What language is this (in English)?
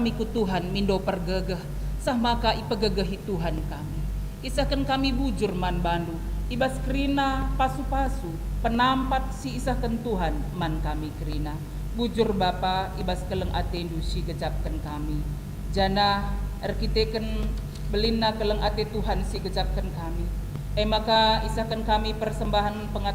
Batak Karo